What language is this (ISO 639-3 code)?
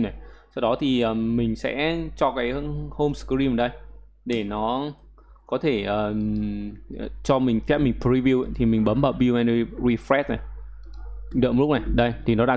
vie